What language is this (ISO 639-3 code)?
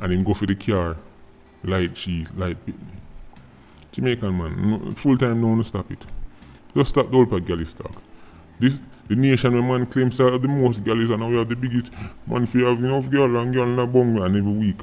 jam